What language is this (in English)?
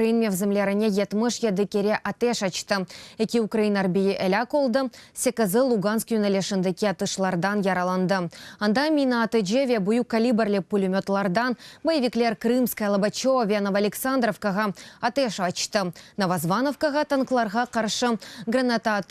Crimean Tatar